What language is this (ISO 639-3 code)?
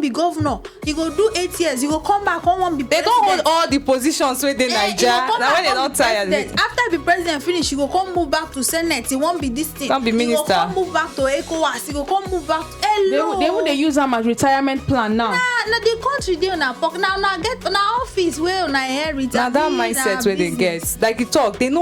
pcm